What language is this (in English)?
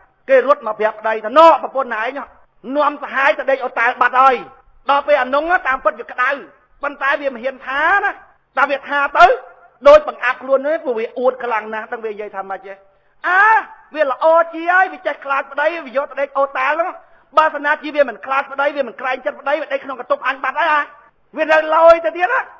Khmer